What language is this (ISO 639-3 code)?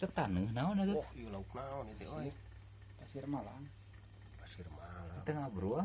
sun